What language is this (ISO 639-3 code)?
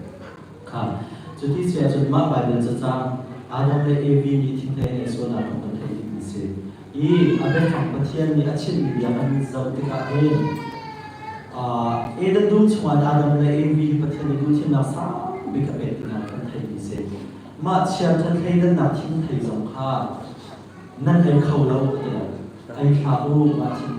cnh